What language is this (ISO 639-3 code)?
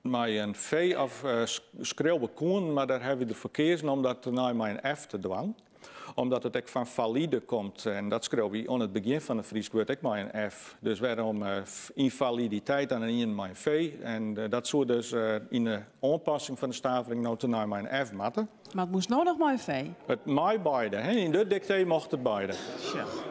fry